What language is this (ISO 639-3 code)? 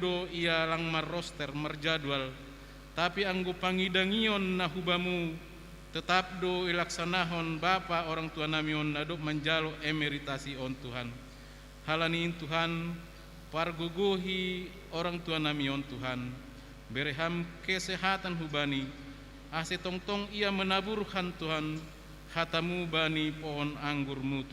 bts